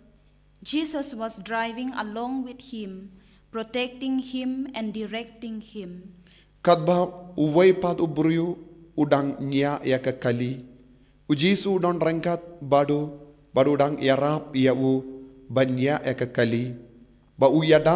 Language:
Khasi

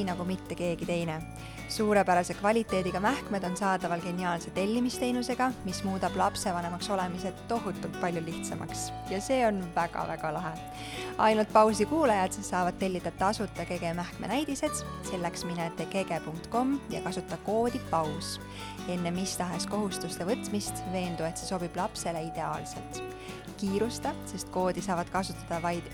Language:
Estonian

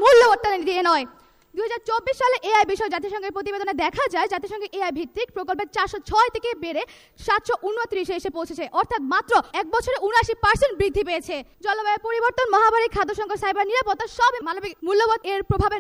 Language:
Bangla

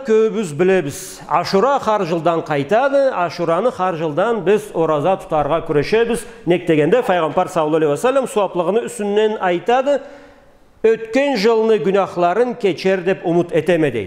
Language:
Karachay-Balkar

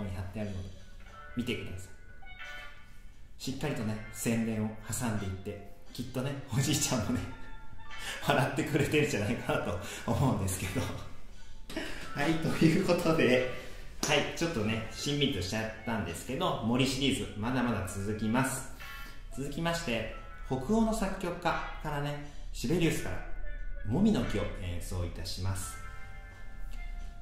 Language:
Japanese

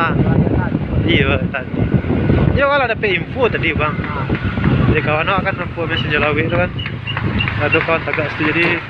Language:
Minangkabau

